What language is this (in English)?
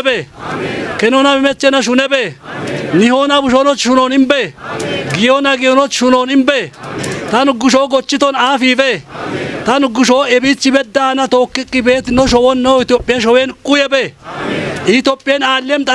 Kafa